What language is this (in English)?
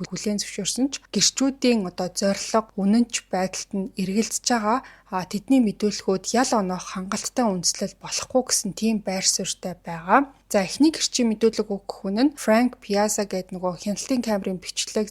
Mongolian